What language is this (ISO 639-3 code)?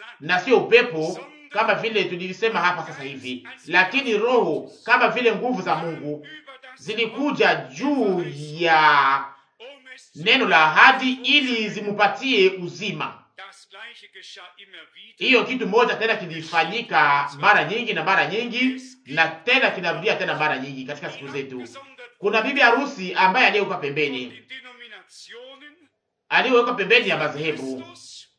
swa